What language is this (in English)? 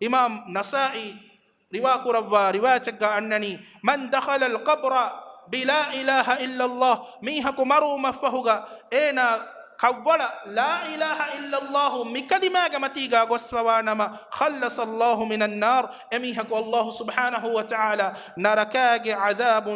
Divehi